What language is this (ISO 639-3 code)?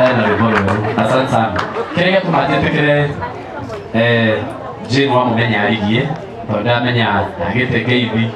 kik